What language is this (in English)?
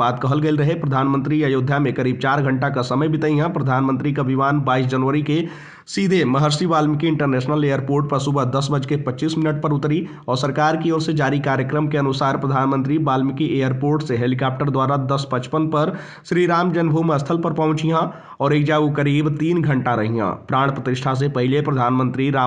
Bhojpuri